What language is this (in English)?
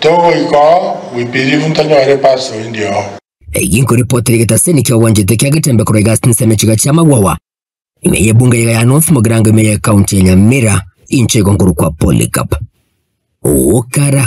Gusii